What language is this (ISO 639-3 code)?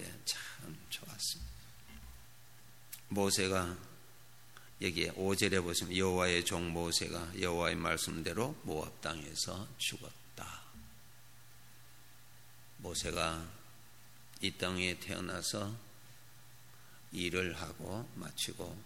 kor